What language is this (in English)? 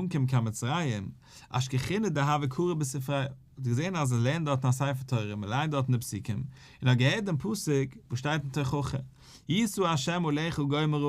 Yiddish